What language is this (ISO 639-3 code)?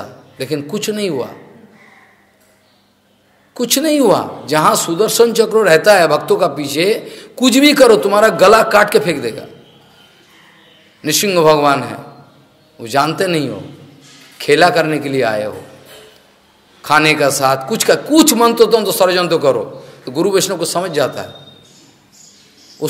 hin